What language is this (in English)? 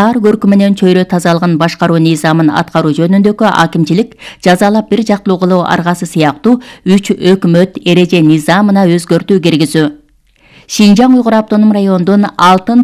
Kyrgyz